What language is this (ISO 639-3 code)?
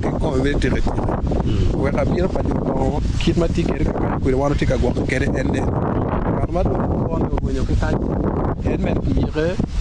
ach